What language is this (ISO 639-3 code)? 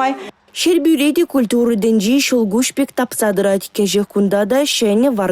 chv